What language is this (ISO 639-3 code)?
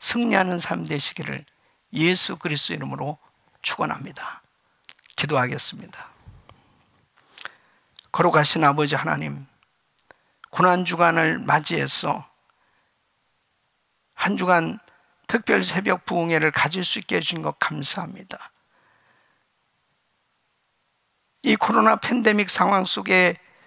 kor